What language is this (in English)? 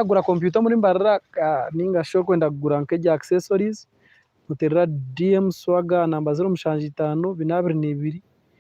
Nyankole